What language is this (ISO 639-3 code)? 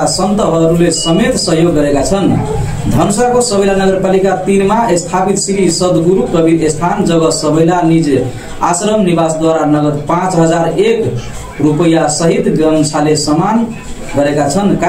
nep